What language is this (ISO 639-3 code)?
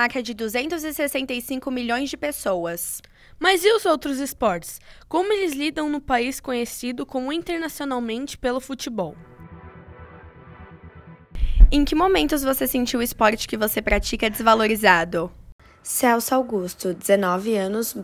por